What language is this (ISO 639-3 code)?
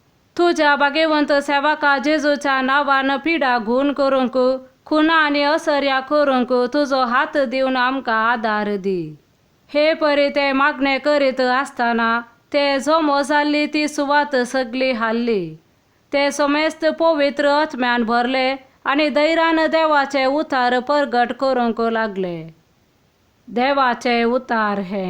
kok